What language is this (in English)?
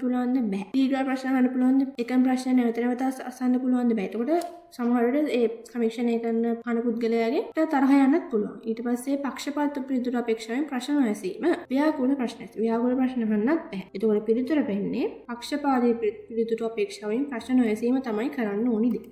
Sinhala